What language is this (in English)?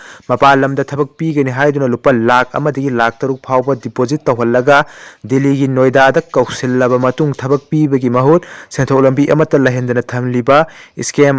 Manipuri